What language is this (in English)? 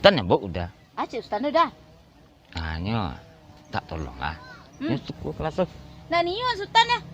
Minangkabau